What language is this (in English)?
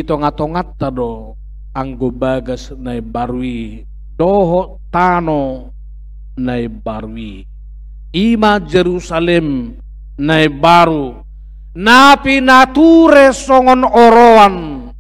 Batak Toba